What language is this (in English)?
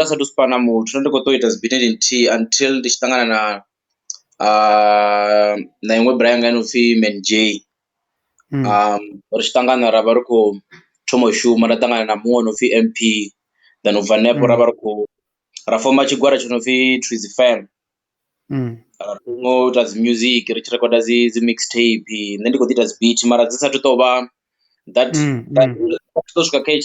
Venda